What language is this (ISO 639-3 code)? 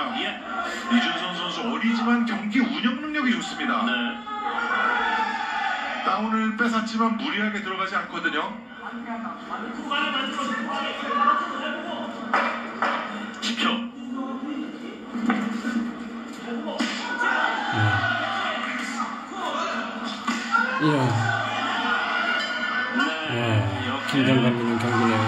kor